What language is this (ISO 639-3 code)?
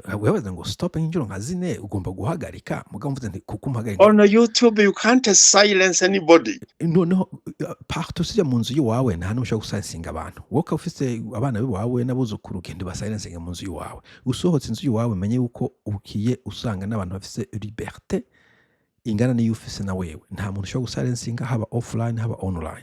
run